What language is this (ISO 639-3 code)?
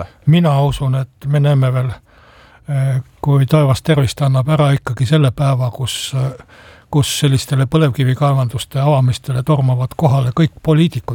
est